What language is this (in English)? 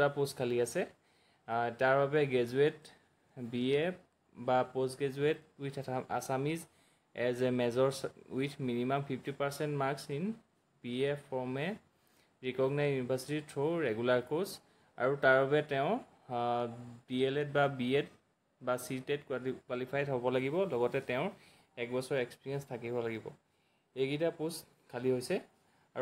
Assamese